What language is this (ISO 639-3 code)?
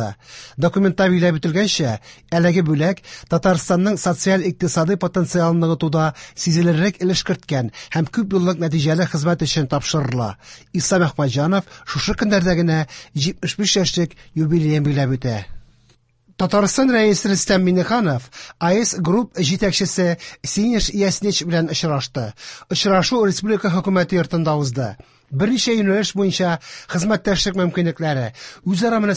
tat